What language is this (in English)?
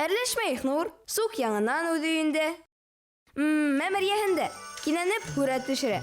Bashkir